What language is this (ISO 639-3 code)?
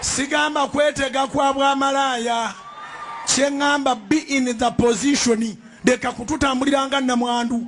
lug